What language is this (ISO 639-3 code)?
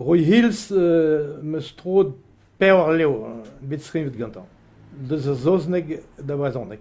bre